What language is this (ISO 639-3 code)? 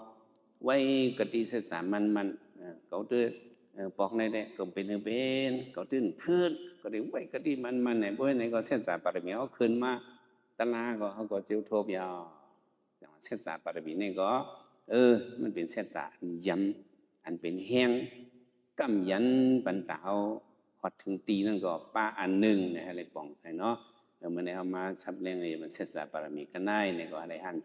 shn